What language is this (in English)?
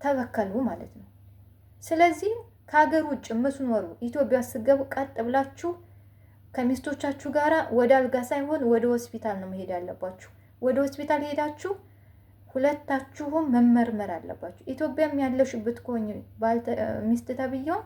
Amharic